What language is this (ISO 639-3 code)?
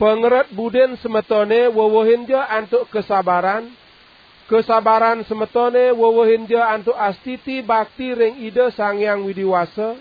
ban